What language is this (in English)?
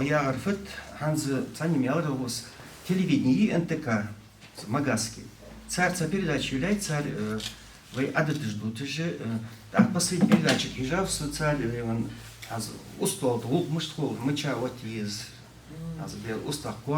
Ingush